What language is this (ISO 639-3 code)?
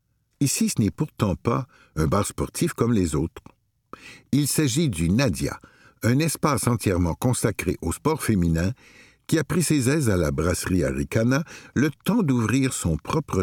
fra